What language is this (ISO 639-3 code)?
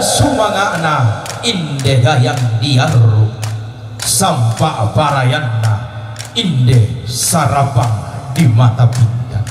sda